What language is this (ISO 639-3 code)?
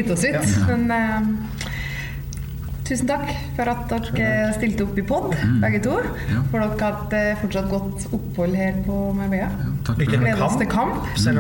nor